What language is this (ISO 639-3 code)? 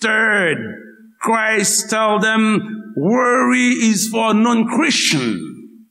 hat